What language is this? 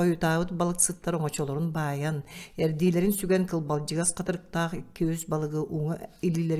Yakut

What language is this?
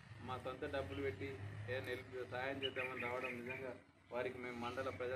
Telugu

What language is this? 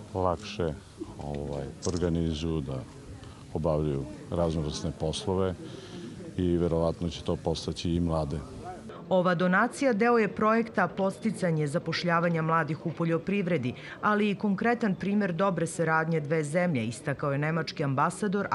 Serbian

